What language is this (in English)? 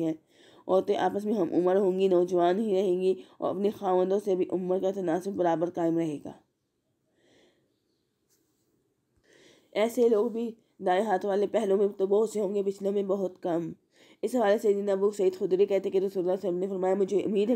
Urdu